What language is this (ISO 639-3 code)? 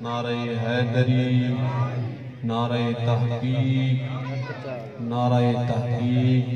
skr